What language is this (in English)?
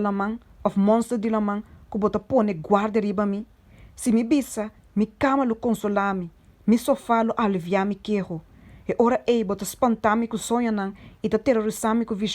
Papiamento